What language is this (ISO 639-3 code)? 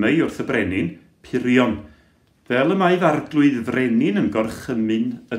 cym